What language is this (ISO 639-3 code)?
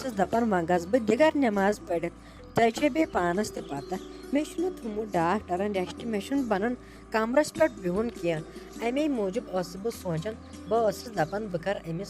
kas